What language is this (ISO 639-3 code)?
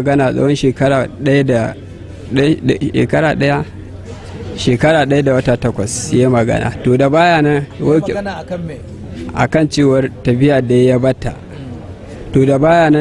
hau